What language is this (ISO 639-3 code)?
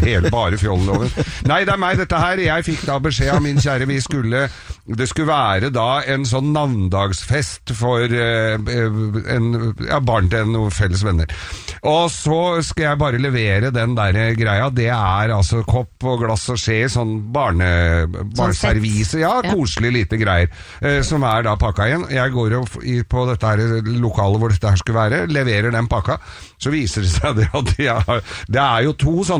nor